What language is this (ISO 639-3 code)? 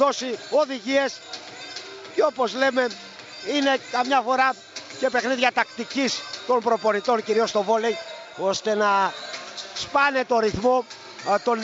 ell